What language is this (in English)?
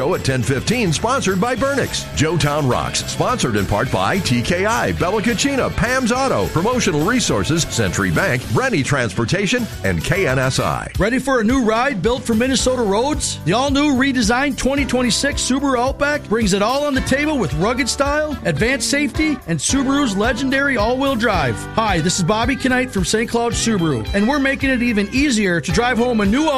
English